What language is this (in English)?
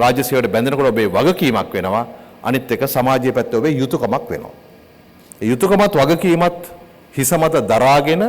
Sinhala